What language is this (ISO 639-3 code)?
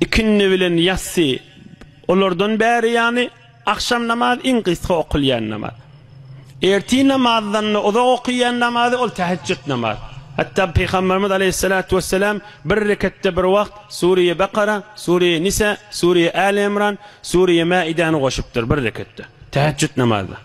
tuk